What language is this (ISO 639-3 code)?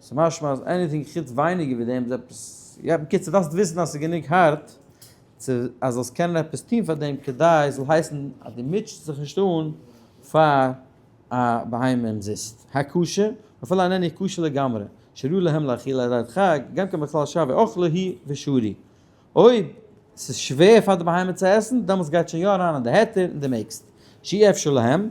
yid